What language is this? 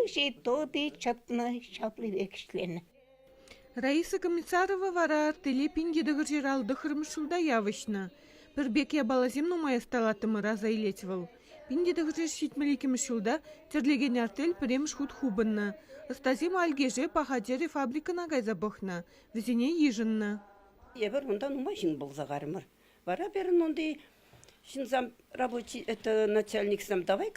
Chuvash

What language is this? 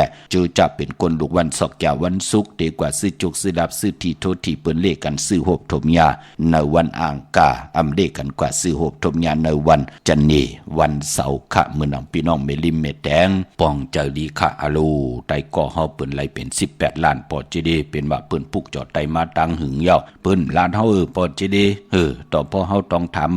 Shan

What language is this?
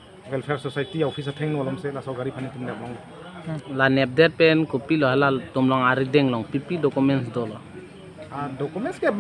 Karbi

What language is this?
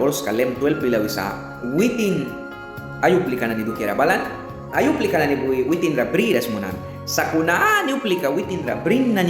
Mískito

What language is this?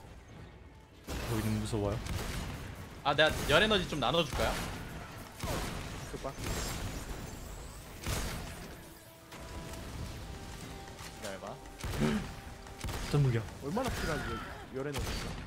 Korean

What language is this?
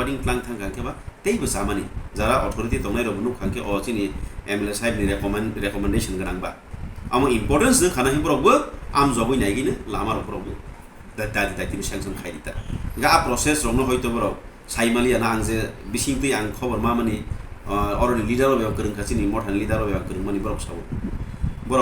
Kok Borok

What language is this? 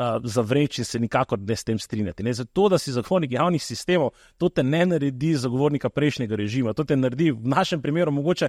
Slovenian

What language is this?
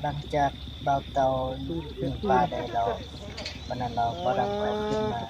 Lao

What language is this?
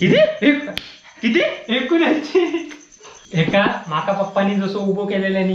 Konkani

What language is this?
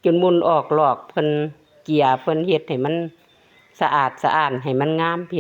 Lao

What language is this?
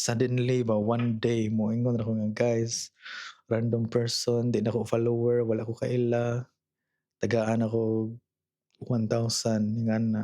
Cebuano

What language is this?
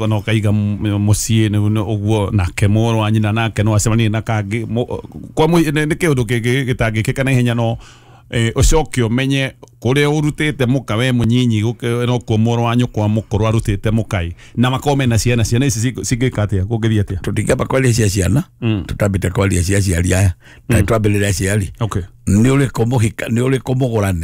Kikuyu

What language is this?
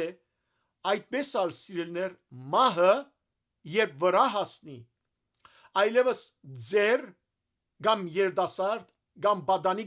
Western Armenian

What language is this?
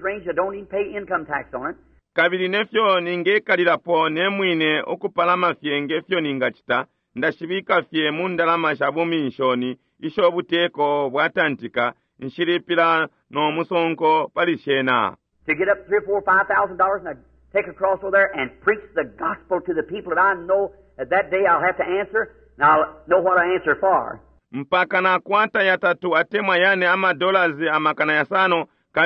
Bemba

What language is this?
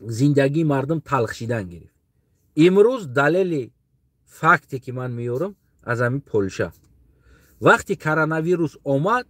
Tajik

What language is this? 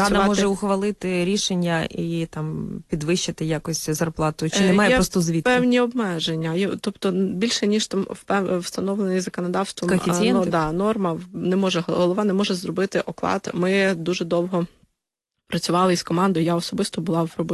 Ukrainian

